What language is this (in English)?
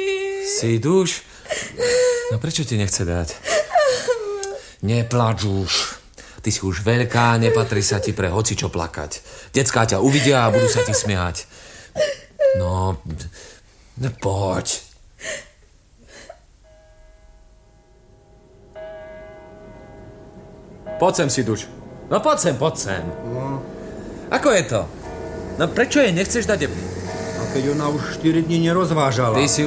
Slovak